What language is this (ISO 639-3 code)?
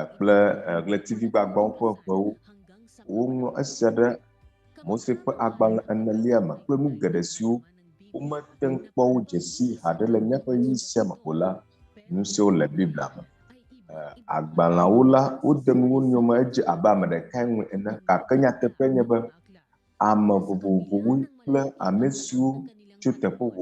ewe